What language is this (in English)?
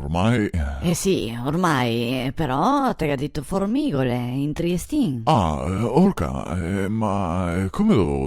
Venetian